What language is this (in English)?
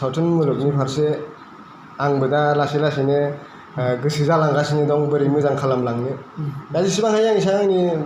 Bodo